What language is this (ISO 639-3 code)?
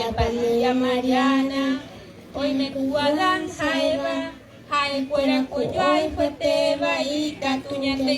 grn